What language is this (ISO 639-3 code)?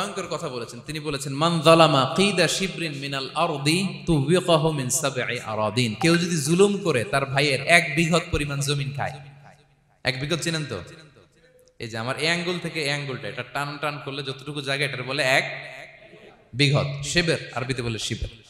ben